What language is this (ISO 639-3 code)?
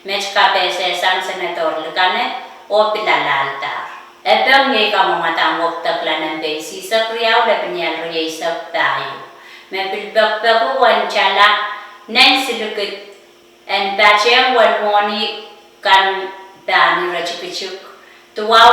pon